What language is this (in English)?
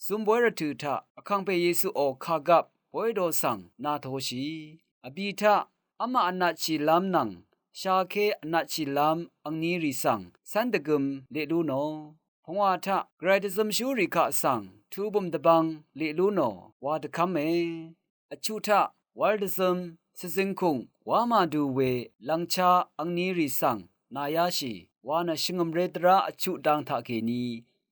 Rawang